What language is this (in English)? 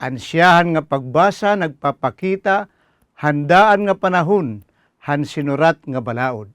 Waray